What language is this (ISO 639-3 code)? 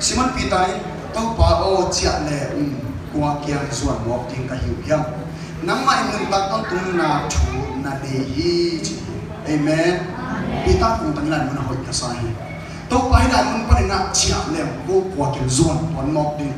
ctd